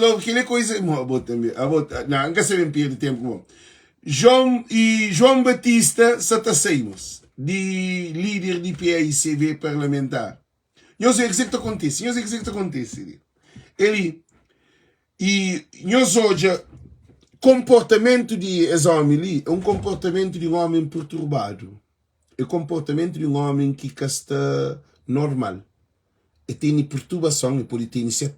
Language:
Kabuverdianu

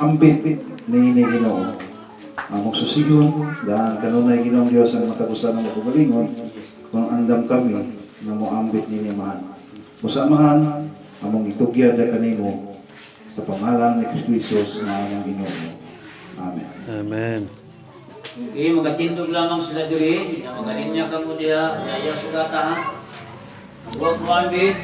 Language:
Cebuano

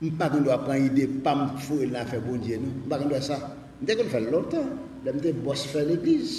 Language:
Haitian Creole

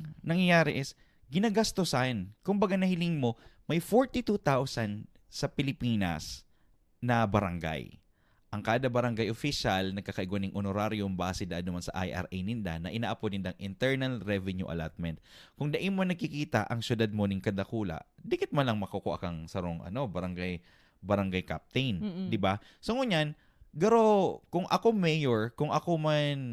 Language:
Bikol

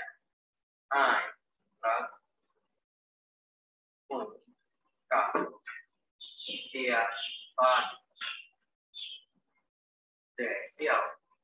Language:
Thai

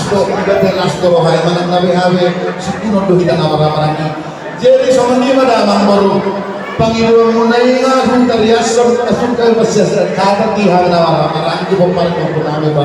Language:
Batak Toba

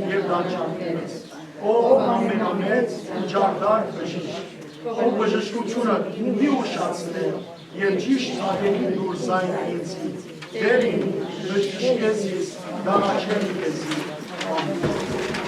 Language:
Western Armenian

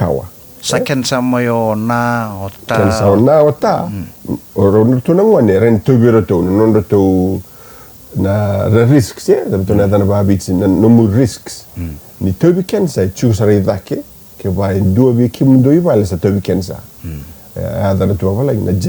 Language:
Fijian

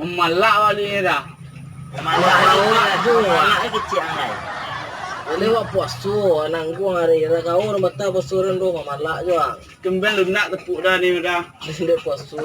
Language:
Minangkabau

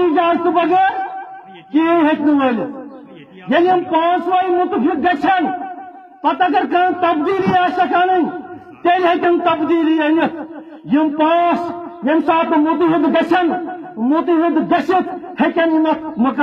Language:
Kashmiri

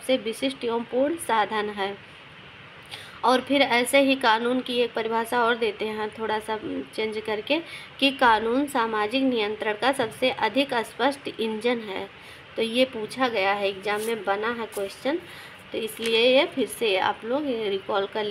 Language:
Hindi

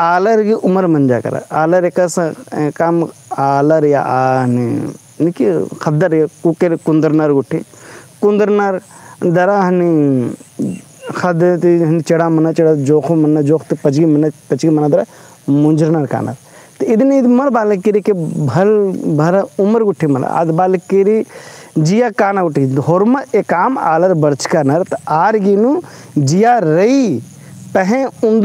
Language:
Kurukh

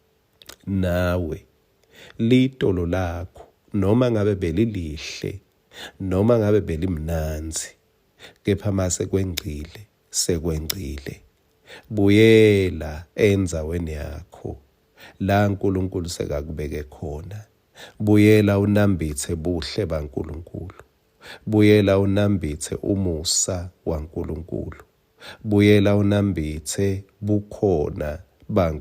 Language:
Swati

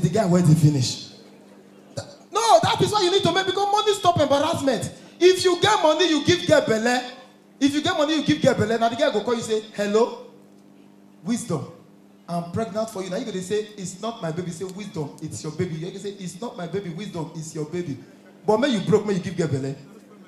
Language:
Nigerian Pidgin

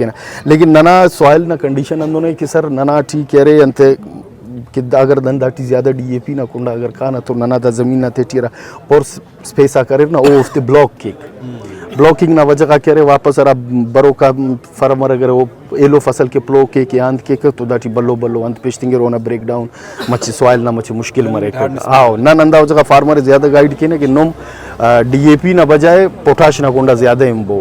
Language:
Brahui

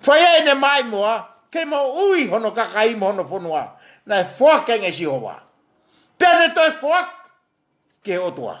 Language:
Tongan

